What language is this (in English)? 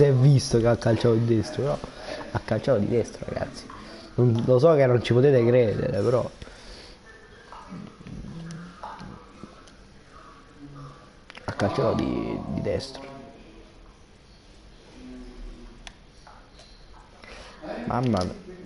Italian